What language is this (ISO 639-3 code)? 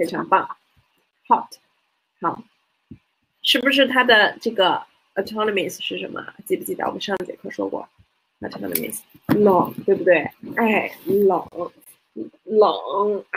zho